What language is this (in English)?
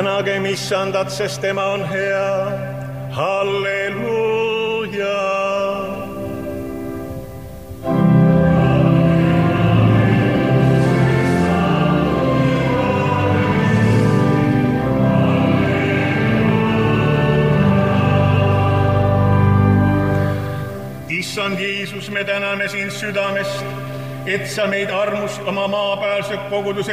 Estonian